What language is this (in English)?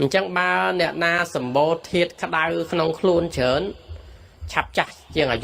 Khmer